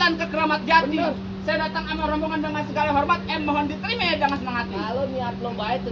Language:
Betawi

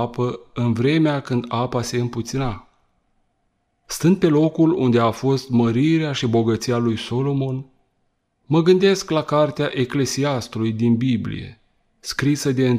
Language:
Romanian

